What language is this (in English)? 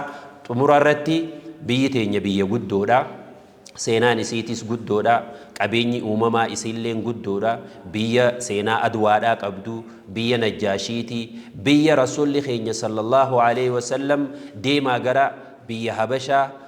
Oromo